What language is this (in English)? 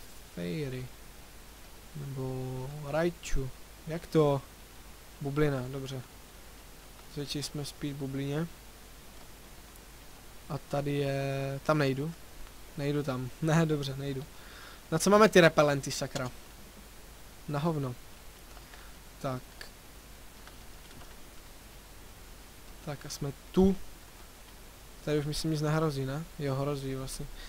Czech